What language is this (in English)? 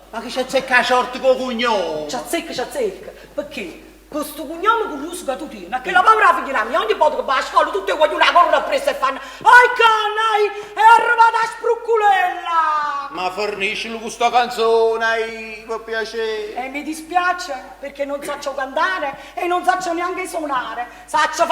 Neapolitan